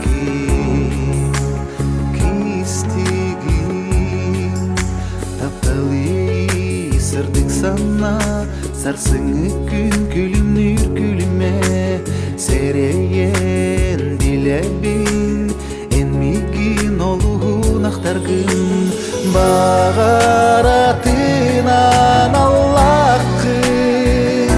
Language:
Yakut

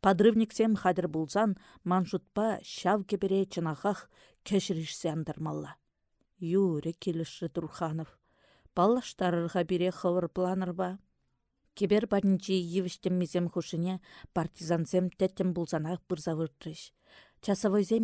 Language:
Chuvash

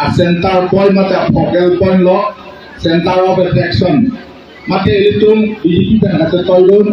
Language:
Karbi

